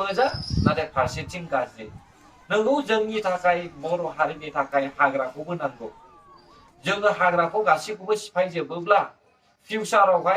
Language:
Bodo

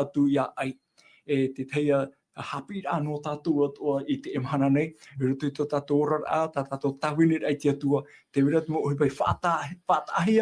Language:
Tahitian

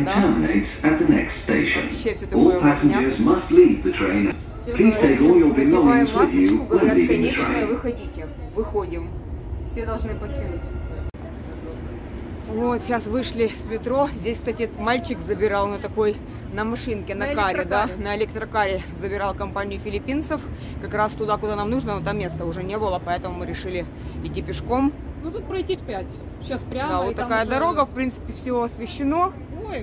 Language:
Russian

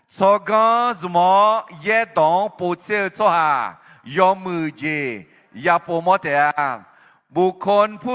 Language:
Akha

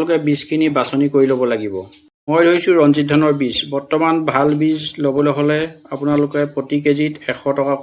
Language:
Assamese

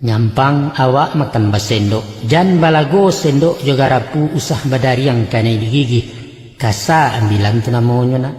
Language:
Minangkabau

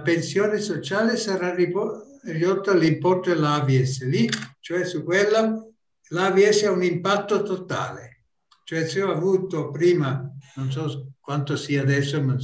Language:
Italian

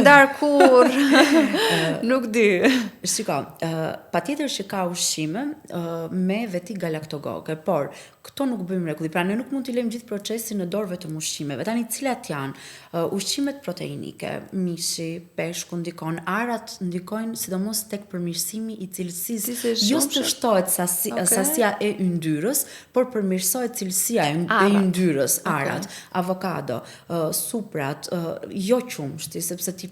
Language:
Albanian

